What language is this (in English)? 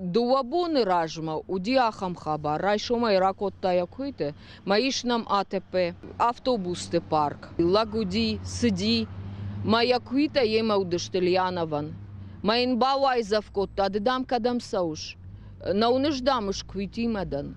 Ossetic